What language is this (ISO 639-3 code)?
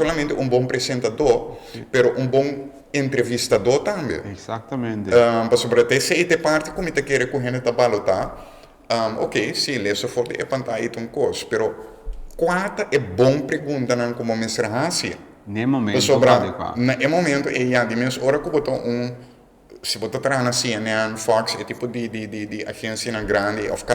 pap